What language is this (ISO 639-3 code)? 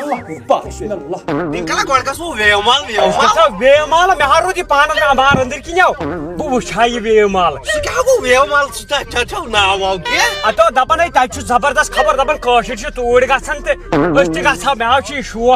kas